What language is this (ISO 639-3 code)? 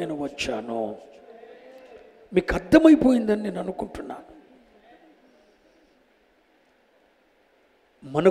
tel